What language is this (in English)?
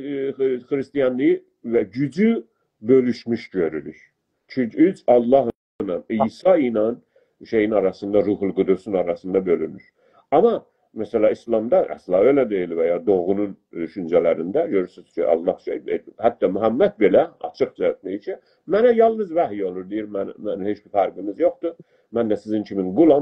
South Azerbaijani